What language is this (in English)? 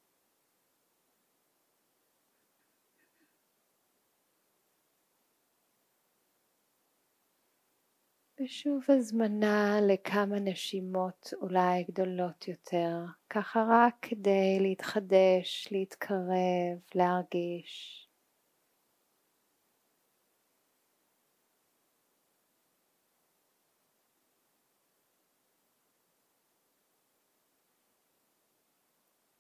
Hebrew